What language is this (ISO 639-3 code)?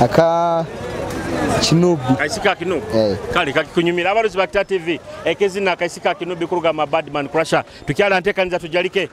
nyo